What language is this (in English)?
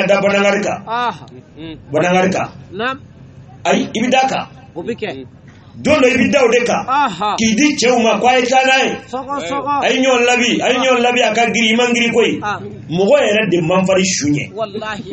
Bambara